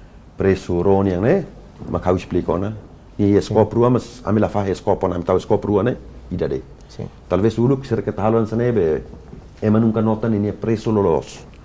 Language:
Tetum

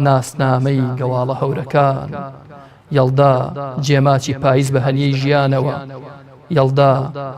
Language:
Central Kurdish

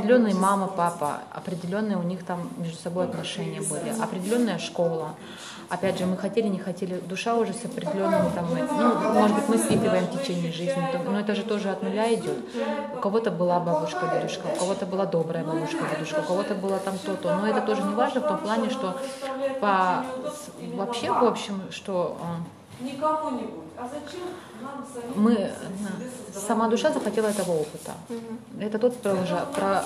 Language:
Russian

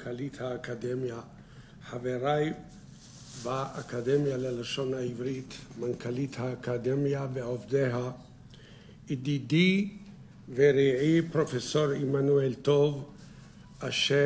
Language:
Hebrew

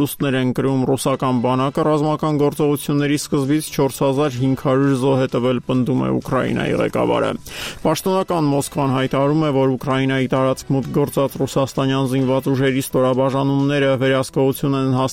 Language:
Armenian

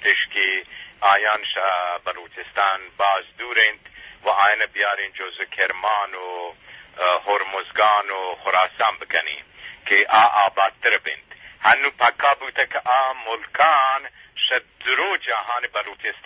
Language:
Eastern Balochi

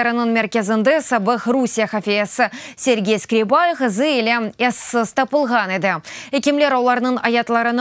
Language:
Crimean Tatar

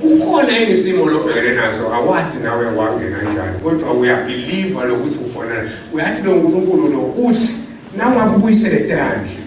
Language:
Swati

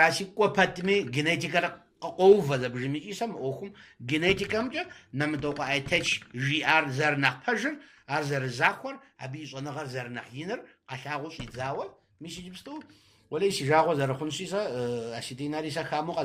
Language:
Kabardian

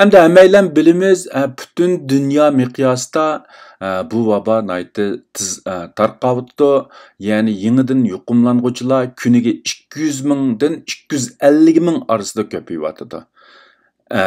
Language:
Uyghur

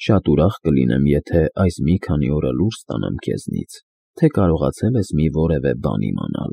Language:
Armenian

